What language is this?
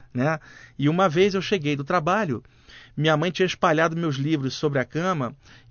Portuguese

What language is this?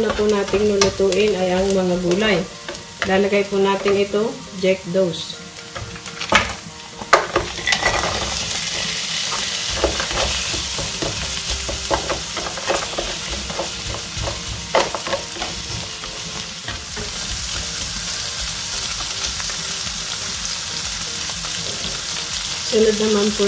Filipino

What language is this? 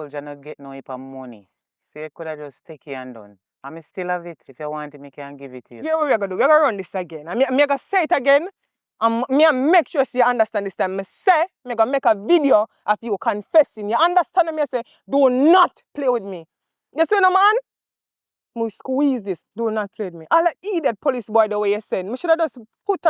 Jamaican Creole English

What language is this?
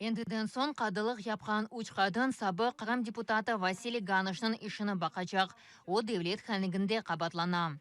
Crimean Tatar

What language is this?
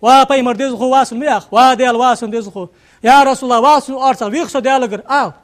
Ingush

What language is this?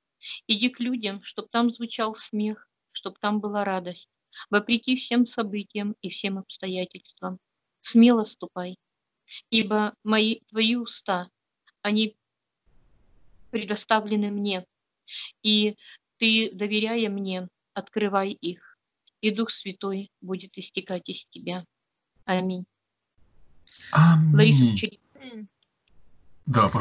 Russian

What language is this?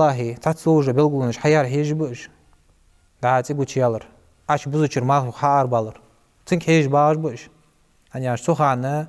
Ingush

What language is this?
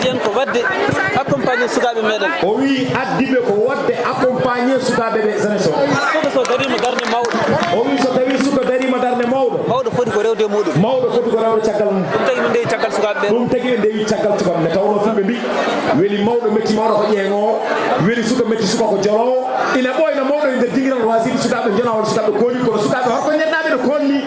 Fula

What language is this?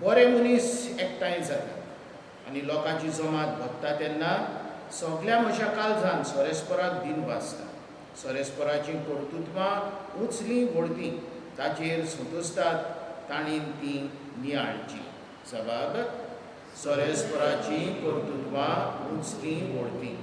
Konkani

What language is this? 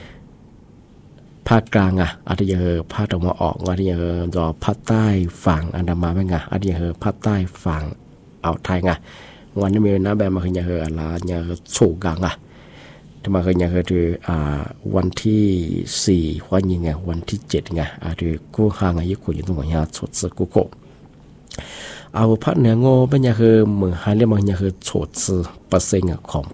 Thai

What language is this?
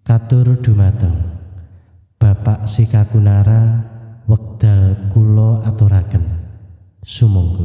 Javanese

